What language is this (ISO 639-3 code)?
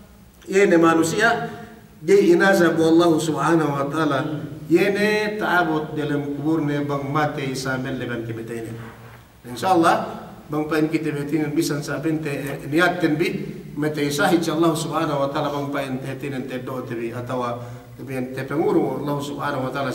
yka